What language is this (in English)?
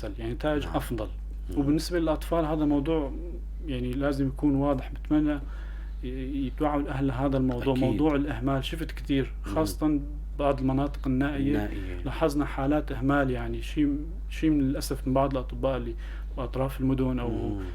North Levantine Arabic